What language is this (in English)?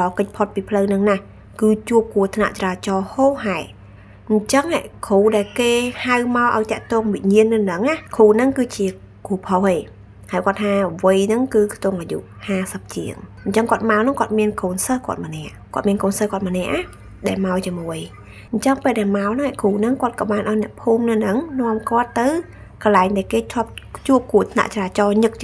Khmer